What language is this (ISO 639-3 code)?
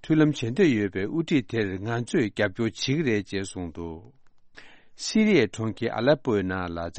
bod